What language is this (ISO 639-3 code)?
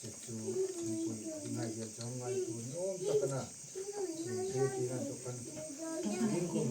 hmr